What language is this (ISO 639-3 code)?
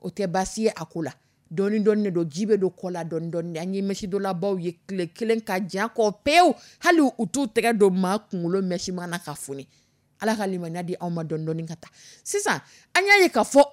dyu